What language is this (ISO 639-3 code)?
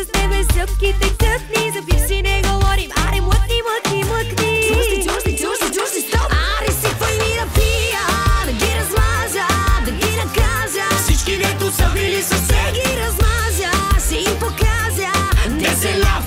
bul